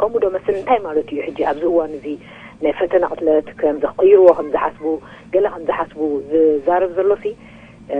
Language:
Tigrinya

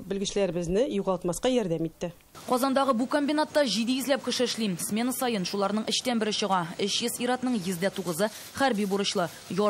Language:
Tatar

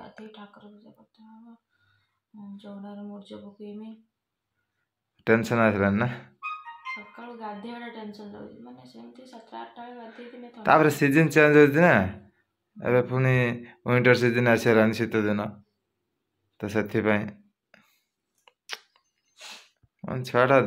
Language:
Odia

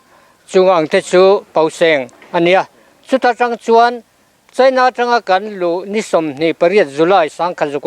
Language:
Mizo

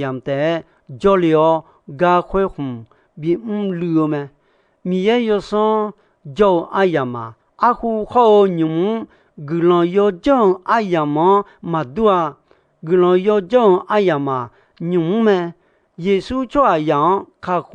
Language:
Akha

